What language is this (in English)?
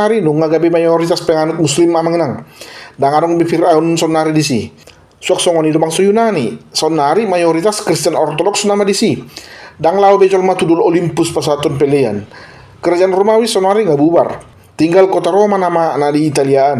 Batak Toba